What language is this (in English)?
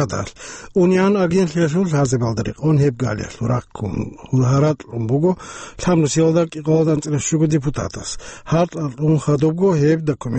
Avaric